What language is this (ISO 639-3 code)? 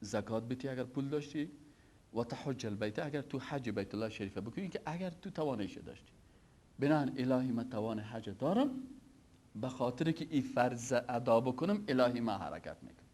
fas